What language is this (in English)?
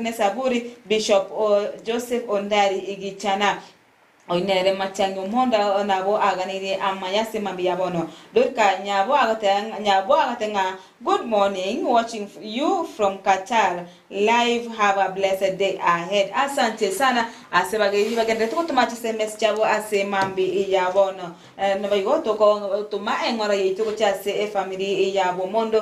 Gusii